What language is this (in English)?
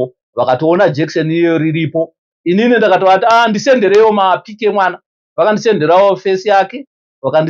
Shona